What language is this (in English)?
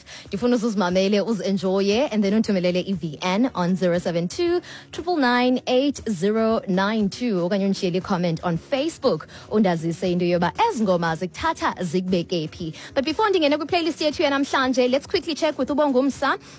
Xhosa